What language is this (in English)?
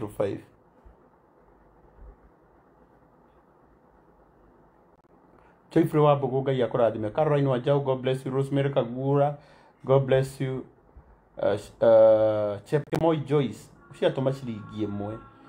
Kikuyu